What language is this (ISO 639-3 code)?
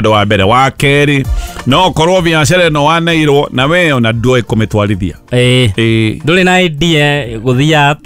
kik